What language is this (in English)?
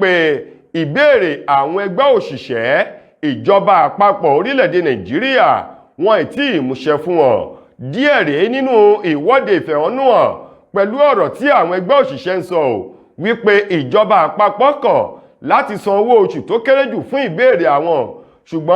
Yoruba